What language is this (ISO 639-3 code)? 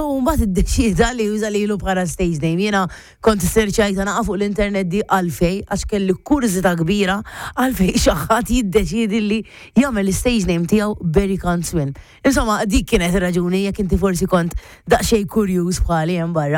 mlt